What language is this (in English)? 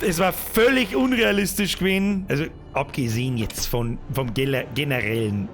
Bavarian